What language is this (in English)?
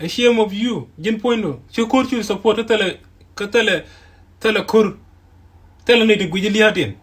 Nuer